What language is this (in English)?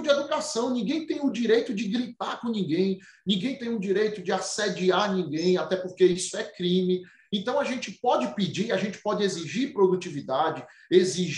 Portuguese